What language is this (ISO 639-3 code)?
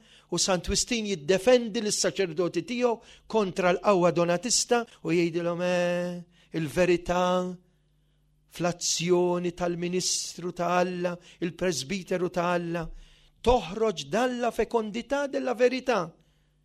mlt